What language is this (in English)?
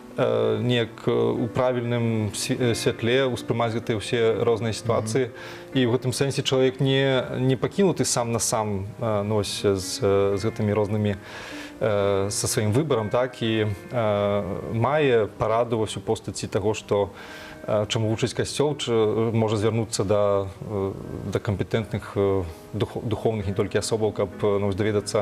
Belarusian